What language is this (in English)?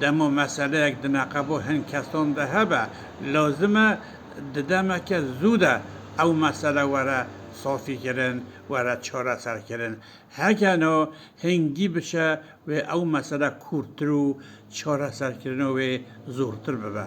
Kurdish